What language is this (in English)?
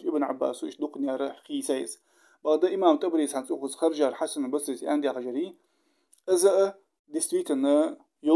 Ingush